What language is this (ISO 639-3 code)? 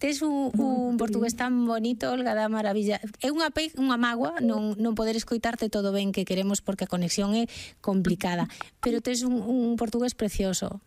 glg